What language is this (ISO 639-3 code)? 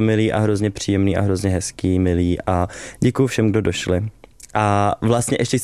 ces